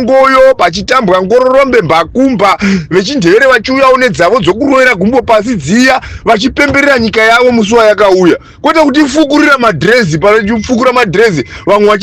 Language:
Shona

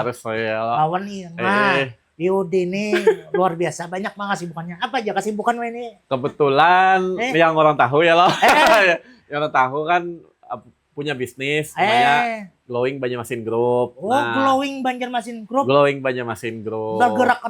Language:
Banjar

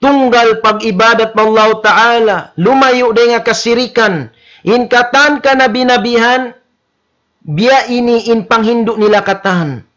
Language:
Tausug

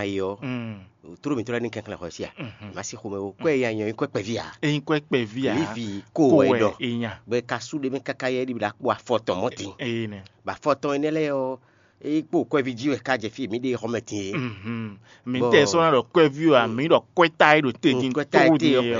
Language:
Fon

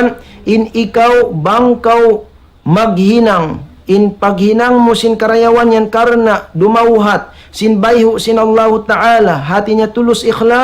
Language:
Tausug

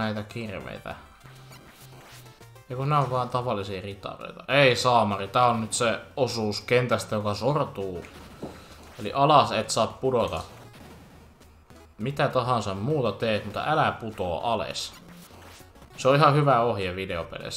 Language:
Finnish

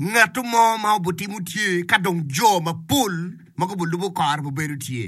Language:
Acoli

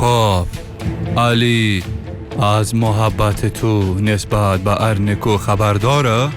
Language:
Persian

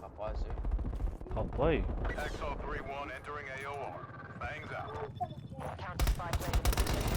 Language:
Māori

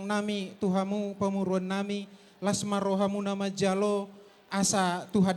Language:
Batak Toba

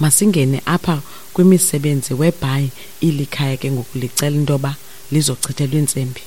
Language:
Xhosa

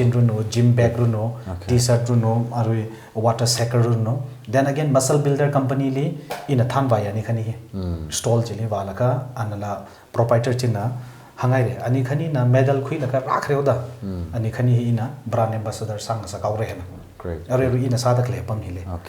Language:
Tangkhul Naga (India)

